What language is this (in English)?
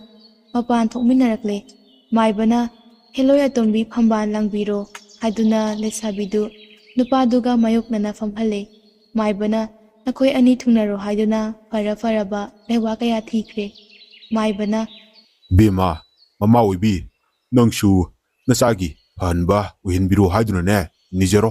Manipuri